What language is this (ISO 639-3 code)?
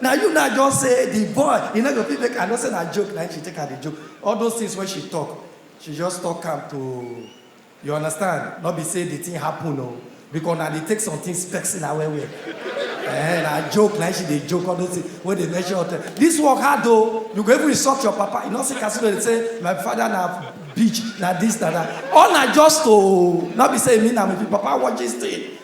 pcm